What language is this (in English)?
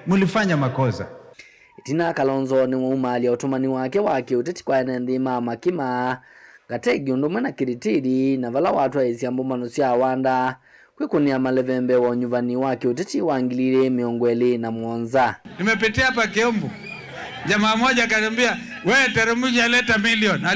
Kamba